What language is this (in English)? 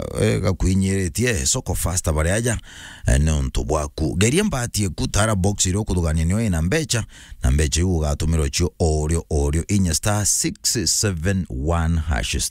Meru